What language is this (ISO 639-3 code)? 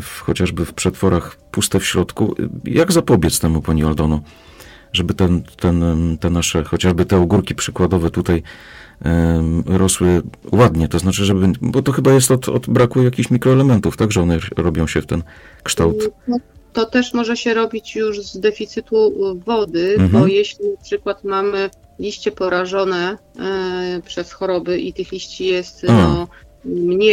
pol